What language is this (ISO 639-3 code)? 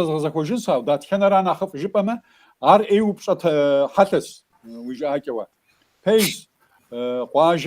kbd